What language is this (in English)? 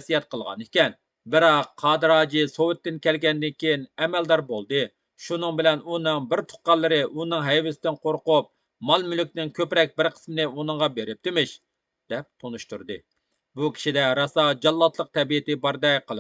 Uyghur